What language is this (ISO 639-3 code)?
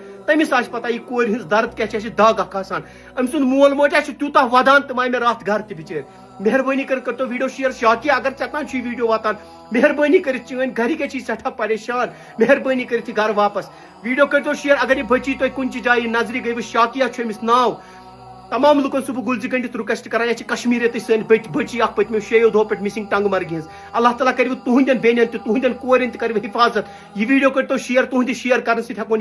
kas